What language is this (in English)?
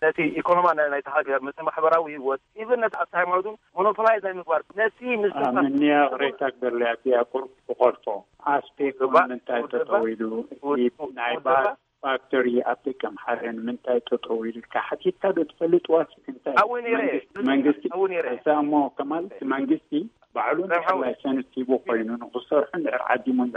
Tigrinya